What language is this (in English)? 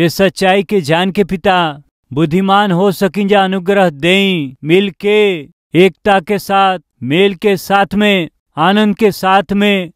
Bhojpuri